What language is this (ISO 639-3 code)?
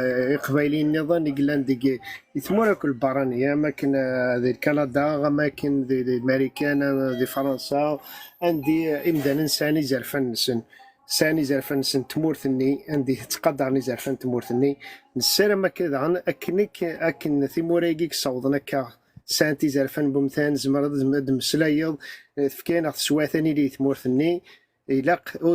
kab